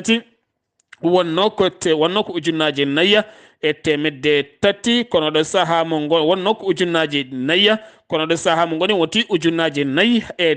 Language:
Fula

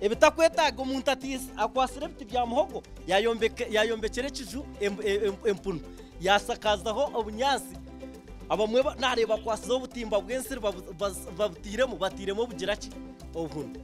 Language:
Nyankole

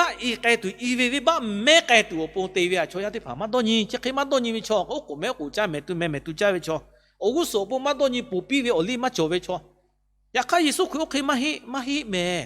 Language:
Lahu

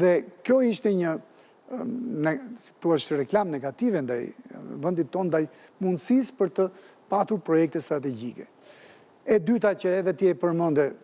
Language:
Albanian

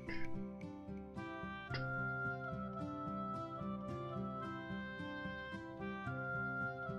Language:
Swedish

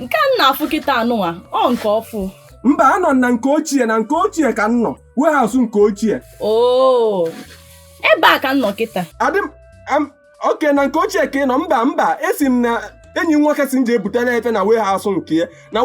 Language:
Igbo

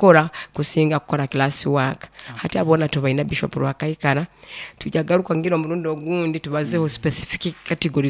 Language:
Nyoro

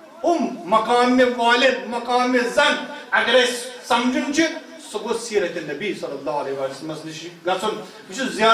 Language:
Kashmiri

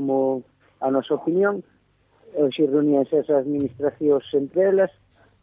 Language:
Galician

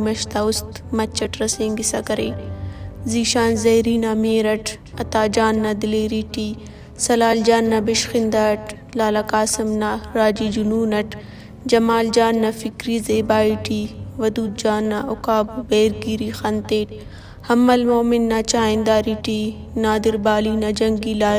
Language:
Brahui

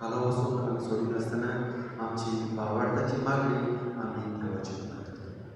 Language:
Konkani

